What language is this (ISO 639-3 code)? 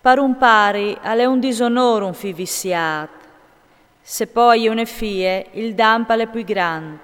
fur